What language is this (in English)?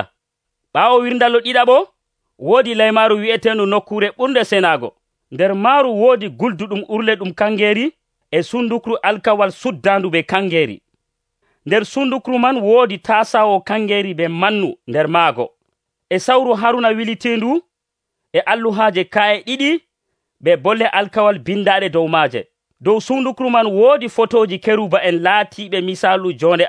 Nigerian Fulfulde